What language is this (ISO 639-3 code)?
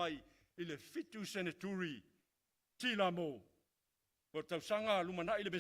smo